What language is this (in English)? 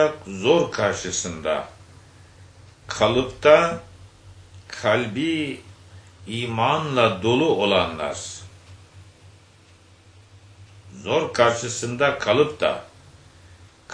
Turkish